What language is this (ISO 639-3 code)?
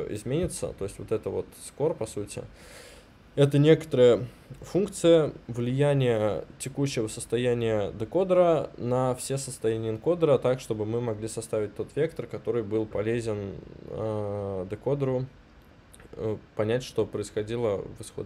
rus